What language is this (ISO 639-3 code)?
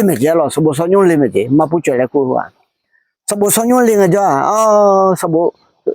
ahk